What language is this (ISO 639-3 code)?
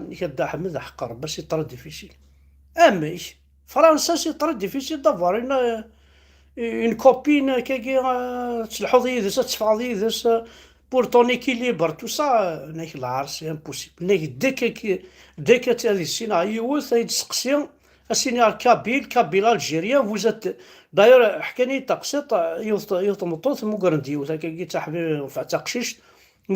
kab